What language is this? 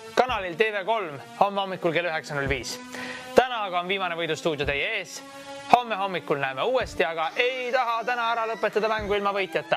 Estonian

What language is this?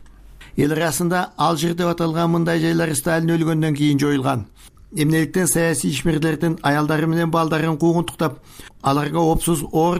Kyrgyz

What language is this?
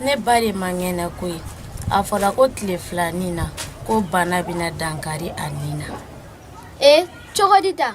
Bambara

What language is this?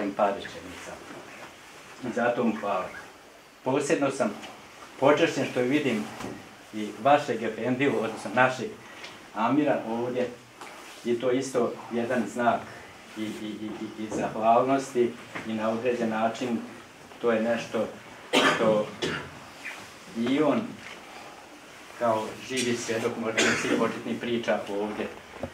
Bosnian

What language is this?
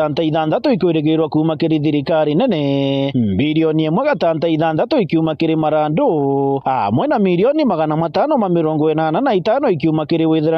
Meru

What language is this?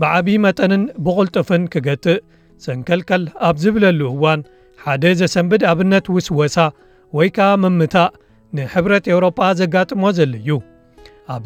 Tigrinya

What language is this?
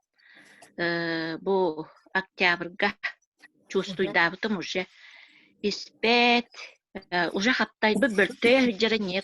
Yakut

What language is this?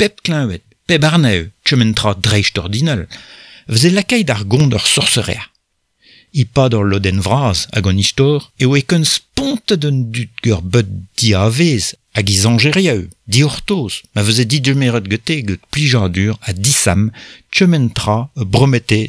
Breton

